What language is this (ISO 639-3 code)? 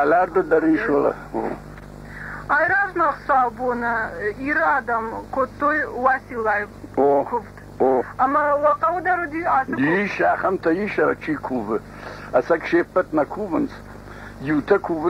oss